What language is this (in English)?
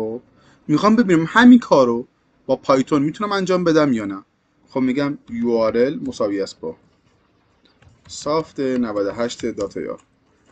Persian